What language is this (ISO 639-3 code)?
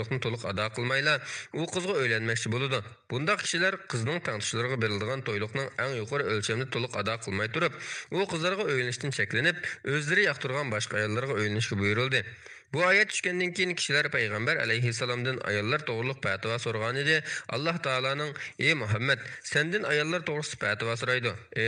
uig